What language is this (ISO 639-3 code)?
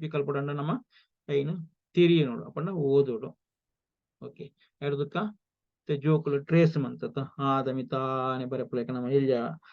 tcy